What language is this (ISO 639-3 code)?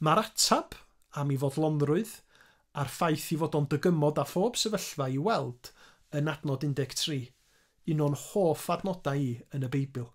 cym